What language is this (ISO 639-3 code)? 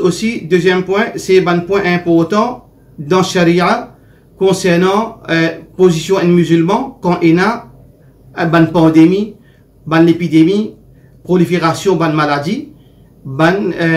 mfe